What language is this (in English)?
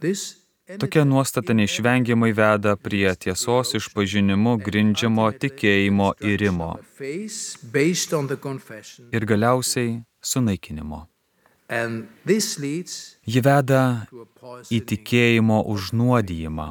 Lithuanian